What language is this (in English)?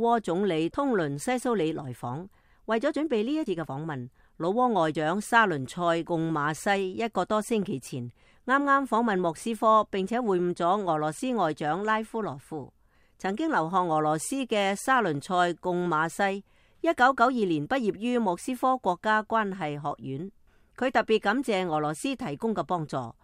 Cantonese